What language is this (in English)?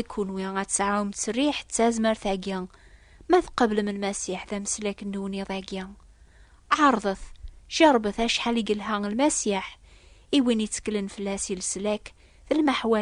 Kabyle